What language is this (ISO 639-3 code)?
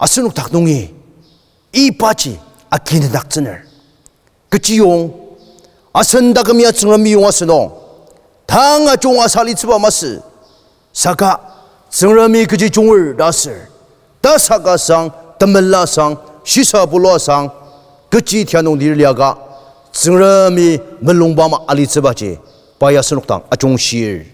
njo